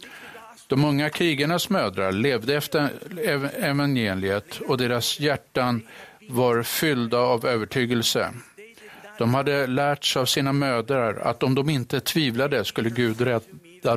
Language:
Swedish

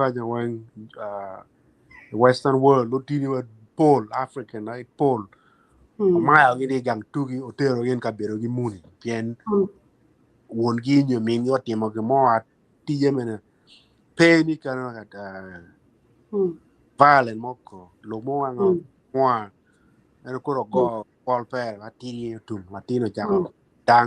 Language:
Acoli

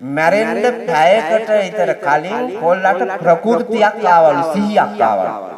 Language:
Sinhala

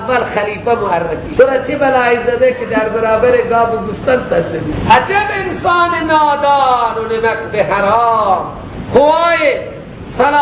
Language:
Persian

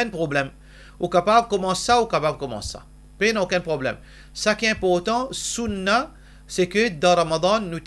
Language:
Morisyen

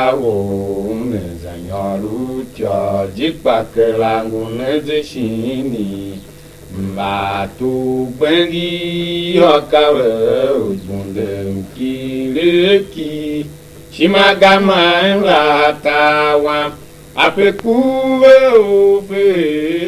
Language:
Tiv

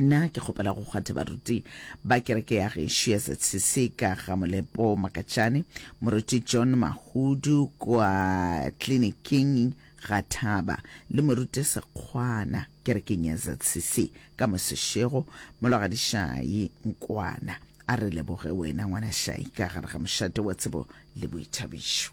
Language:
Northern Sotho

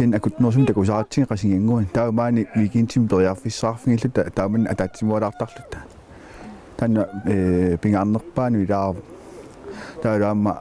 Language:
Kalaallisut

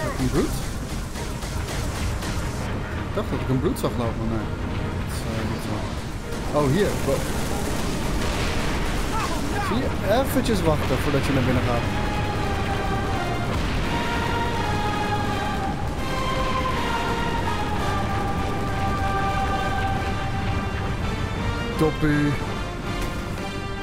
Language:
Dutch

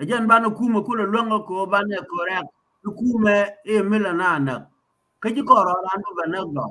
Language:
Nuer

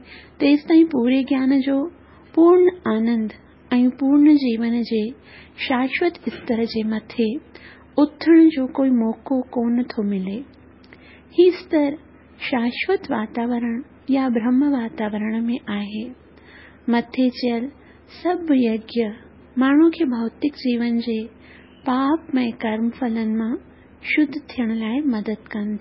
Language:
Sindhi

